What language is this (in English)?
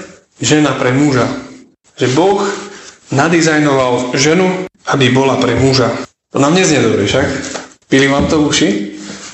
Slovak